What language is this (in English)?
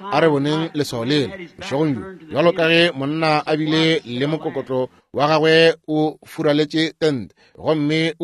Northern Sotho